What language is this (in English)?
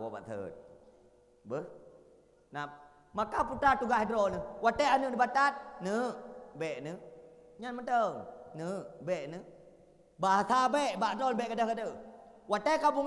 Achinese